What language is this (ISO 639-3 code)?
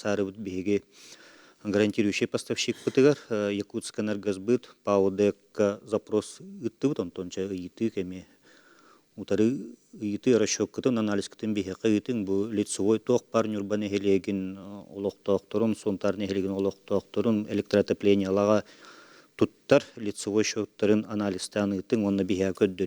sah